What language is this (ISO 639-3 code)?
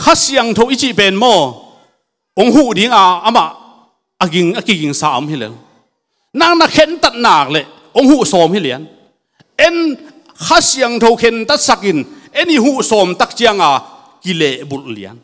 ctd